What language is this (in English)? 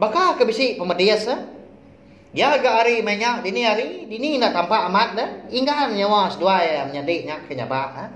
Iban